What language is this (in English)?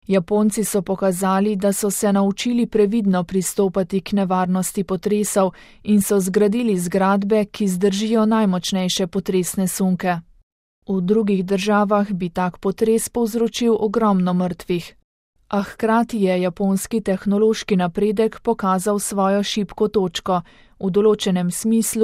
Slovenian